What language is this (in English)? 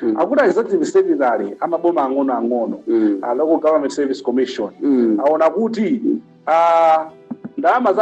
Nyanja